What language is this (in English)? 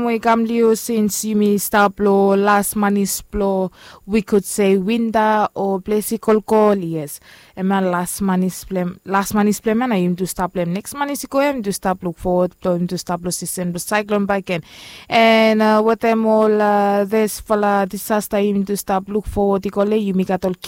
Bislama